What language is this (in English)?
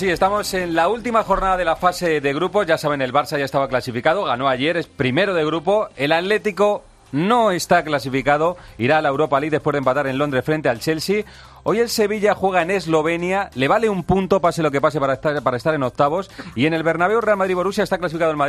Spanish